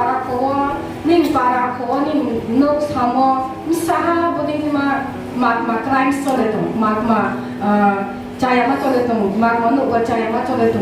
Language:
Riang (India)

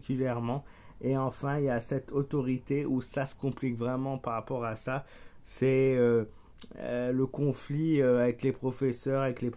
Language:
French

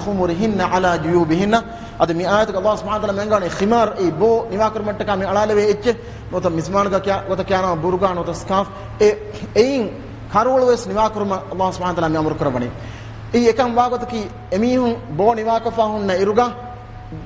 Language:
Divehi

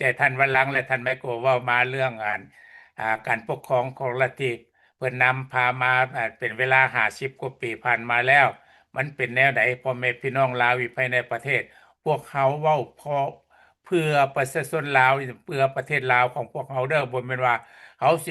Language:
Lao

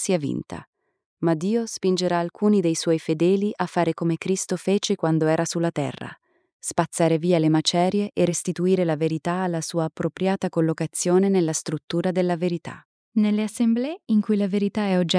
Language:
Italian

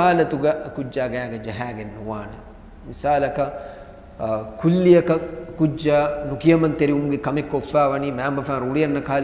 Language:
Divehi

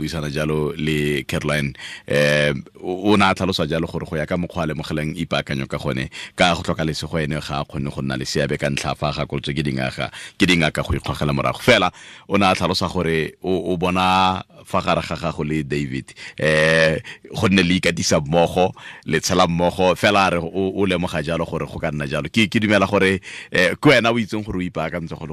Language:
Tswana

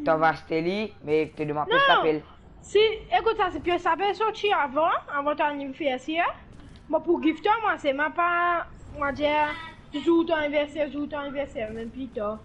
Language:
Morisyen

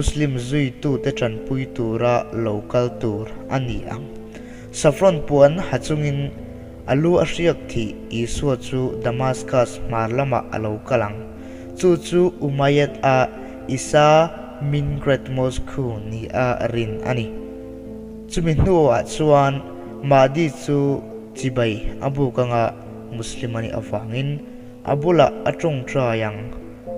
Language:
Mizo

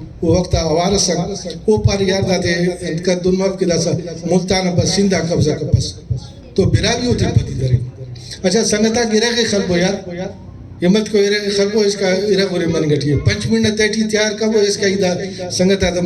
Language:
Brahui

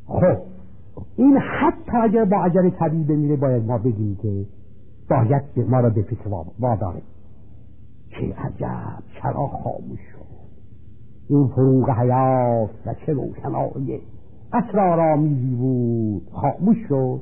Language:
Persian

